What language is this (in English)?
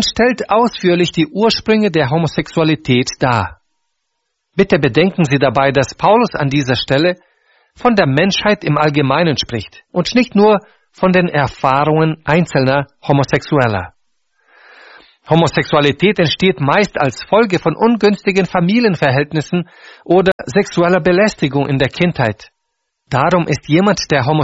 German